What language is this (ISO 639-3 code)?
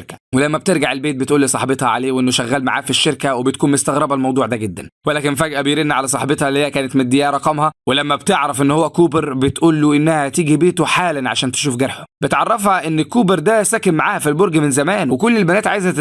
arz